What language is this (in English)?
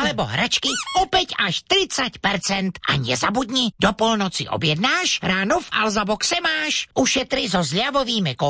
Slovak